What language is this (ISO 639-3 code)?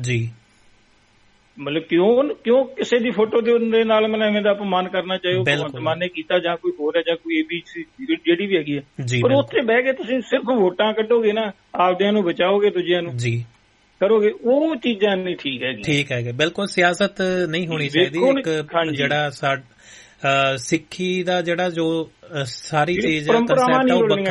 pan